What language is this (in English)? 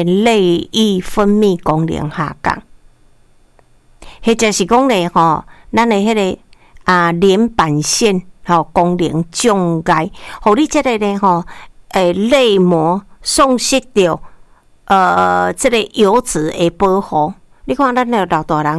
Min Nan Chinese